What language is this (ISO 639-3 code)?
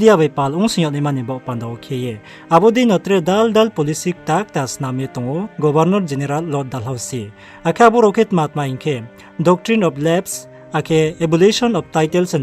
ria